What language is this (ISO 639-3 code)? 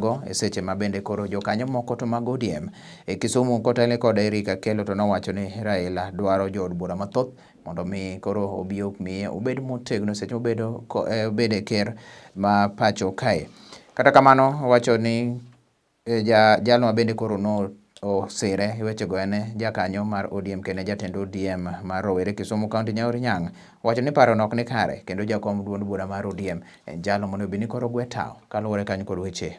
luo